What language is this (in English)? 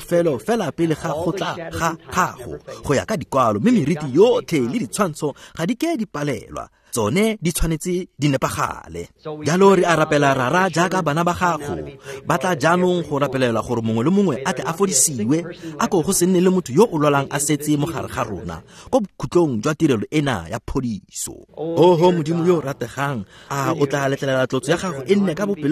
Tswana